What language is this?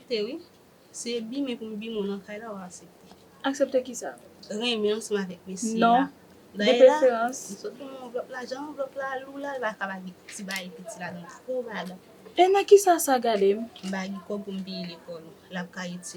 Haitian Creole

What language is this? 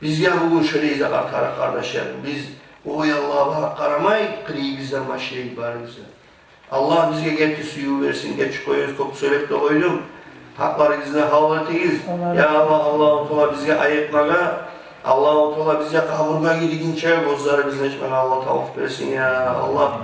Kumyk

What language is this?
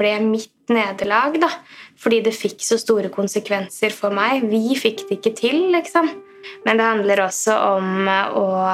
Norwegian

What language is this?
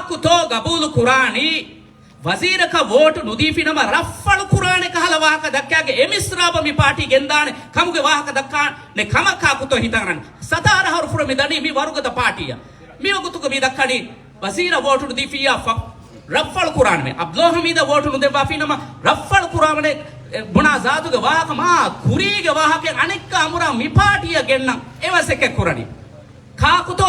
Divehi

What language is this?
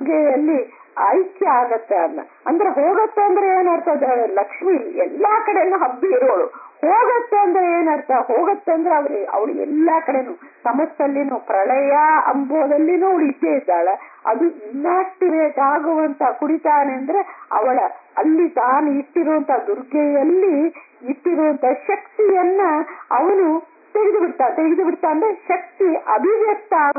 Kannada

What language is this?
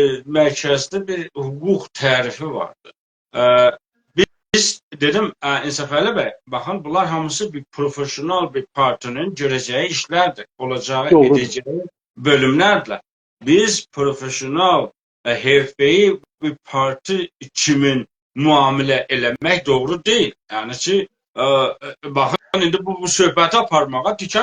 South Azerbaijani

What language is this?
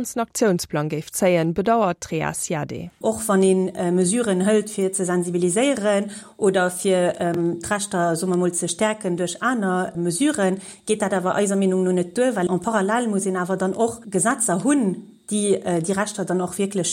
Luxembourgish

